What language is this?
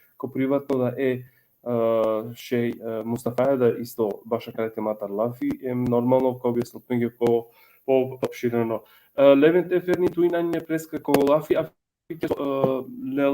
Balkan Romani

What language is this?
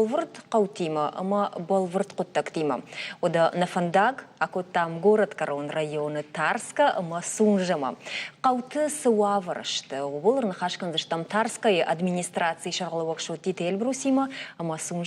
Ossetic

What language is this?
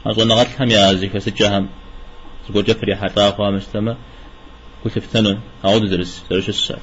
Kabardian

